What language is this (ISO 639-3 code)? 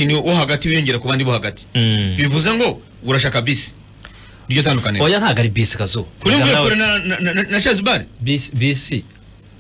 kin